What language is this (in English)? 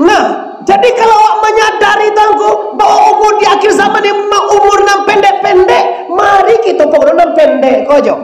Minangkabau